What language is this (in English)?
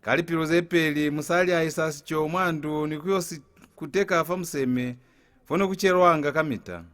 Lozi